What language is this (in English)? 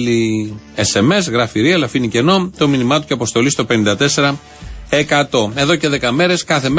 Greek